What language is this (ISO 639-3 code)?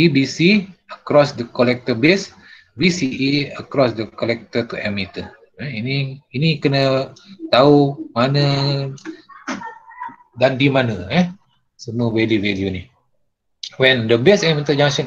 msa